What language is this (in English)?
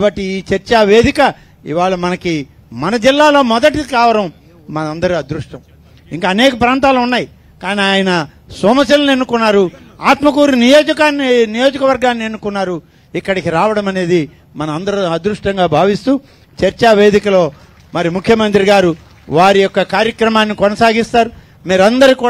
Telugu